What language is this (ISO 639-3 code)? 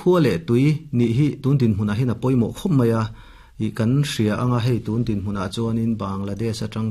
lus